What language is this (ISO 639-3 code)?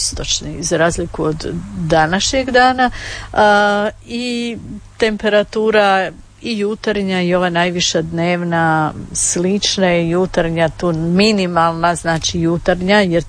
hrv